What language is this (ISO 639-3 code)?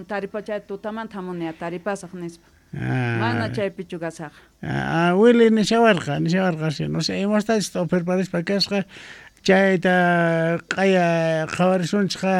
quh